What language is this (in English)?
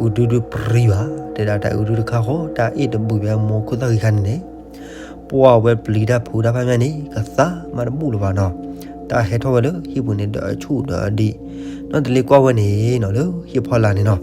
S'gaw Karen